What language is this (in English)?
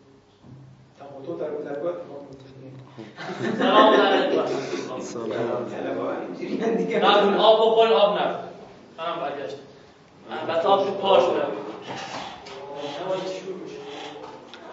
Persian